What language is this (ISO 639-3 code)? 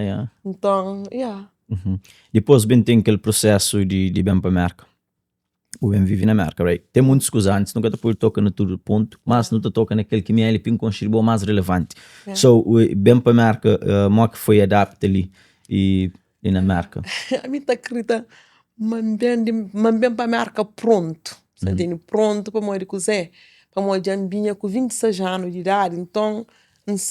kea